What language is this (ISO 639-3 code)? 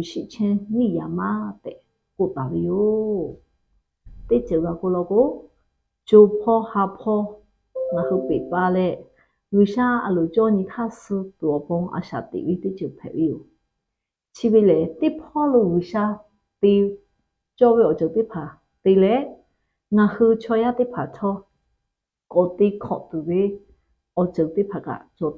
lhu